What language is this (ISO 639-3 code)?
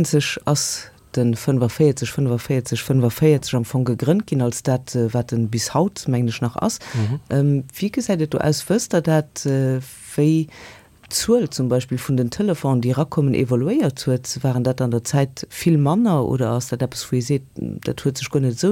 ltz